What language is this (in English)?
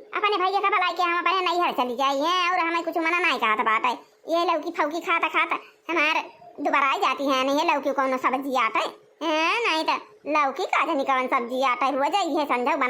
Awadhi